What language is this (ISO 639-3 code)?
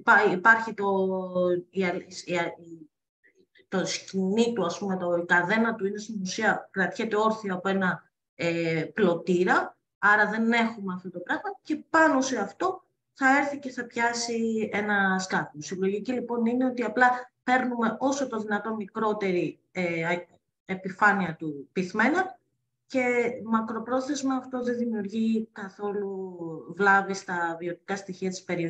ell